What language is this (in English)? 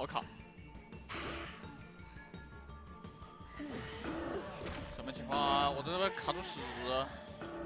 Chinese